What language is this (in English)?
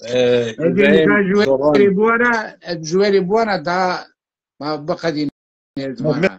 Zaza